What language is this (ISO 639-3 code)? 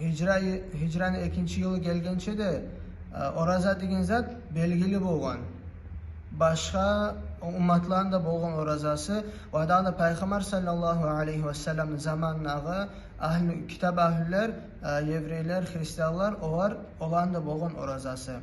kum